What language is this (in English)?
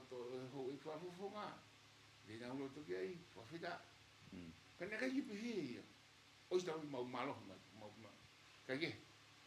Tongan